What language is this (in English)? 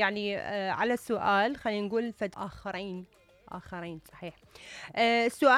Mesopotamian Arabic